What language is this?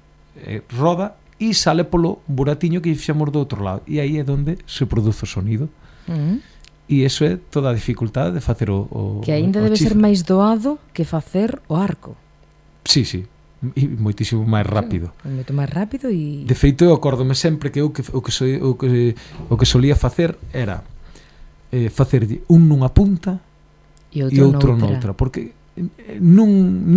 Galician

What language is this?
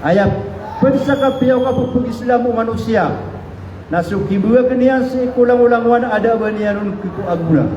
Maranao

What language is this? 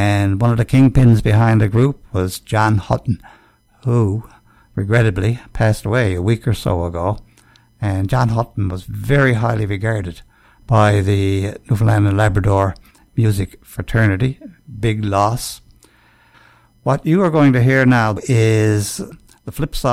English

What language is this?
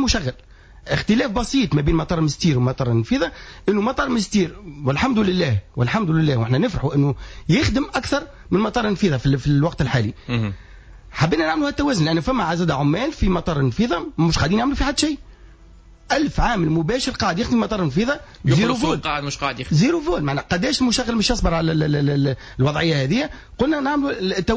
Tunisian Arabic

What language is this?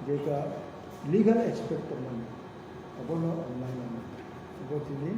Kok Borok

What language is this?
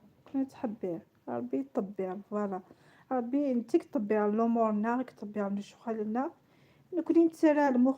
Kabyle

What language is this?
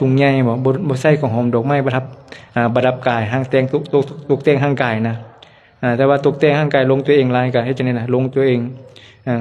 Lao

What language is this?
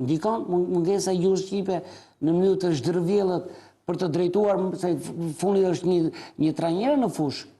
Albanian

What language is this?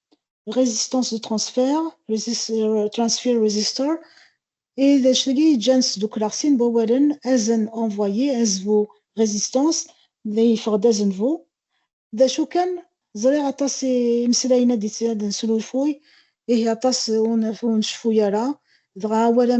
Kabyle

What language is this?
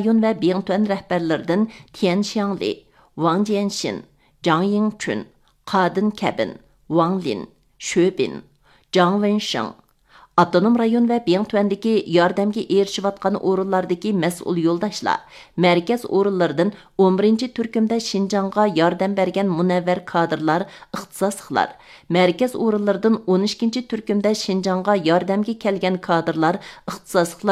Uyghur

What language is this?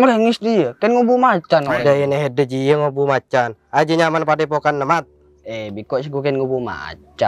Madurese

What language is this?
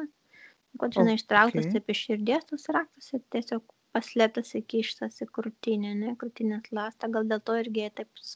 Lithuanian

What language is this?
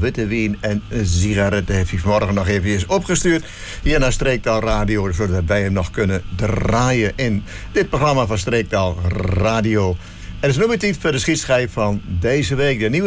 Dutch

